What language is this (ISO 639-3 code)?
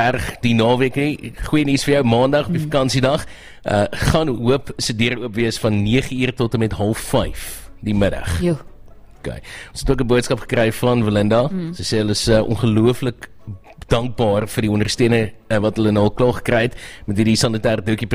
afr